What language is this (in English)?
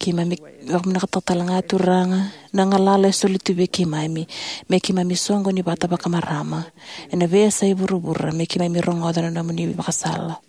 Fijian